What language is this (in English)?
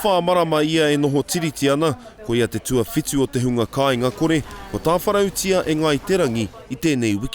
Māori